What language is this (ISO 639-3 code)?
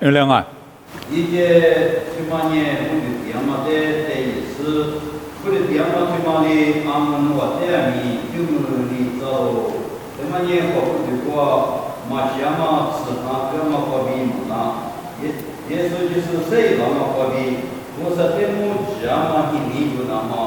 lis